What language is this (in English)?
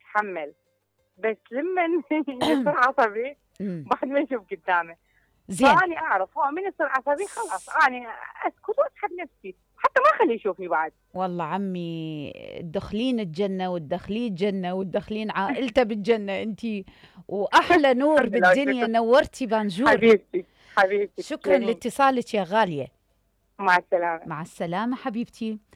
Mesopotamian Arabic